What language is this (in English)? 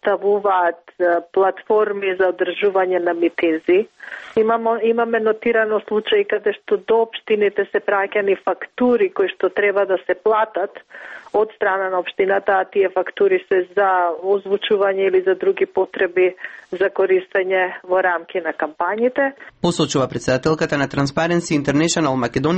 Macedonian